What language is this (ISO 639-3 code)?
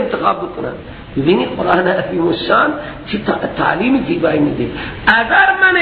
fas